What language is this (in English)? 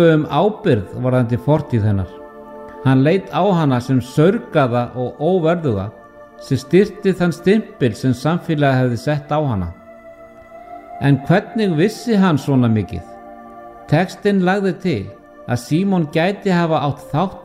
Icelandic